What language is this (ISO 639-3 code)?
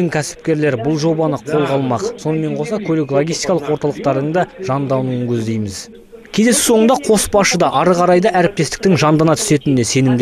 kaz